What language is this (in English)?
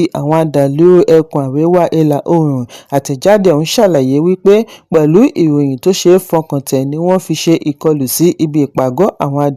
Yoruba